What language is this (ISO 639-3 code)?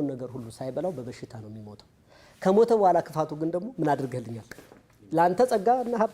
amh